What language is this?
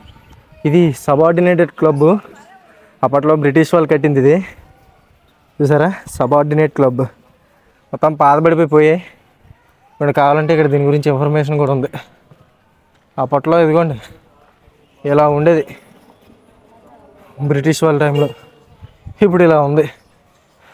Telugu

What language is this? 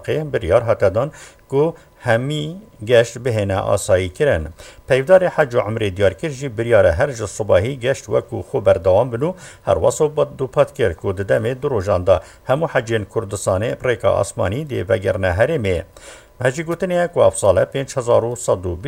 Kurdish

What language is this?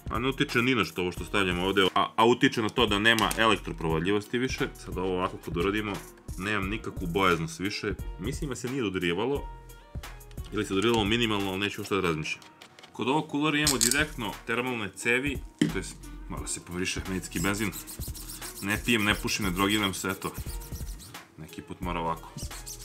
Serbian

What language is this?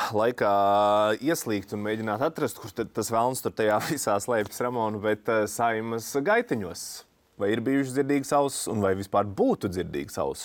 Latvian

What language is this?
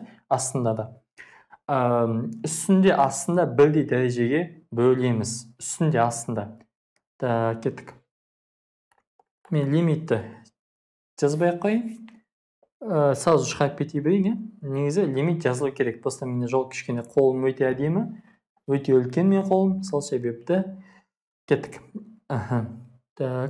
Kazakh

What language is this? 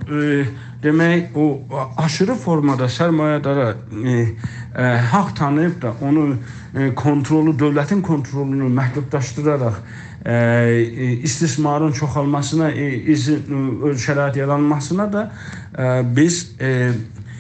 South Azerbaijani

